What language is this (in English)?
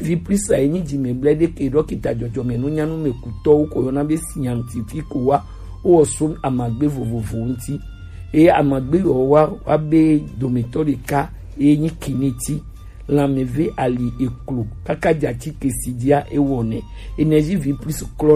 Gen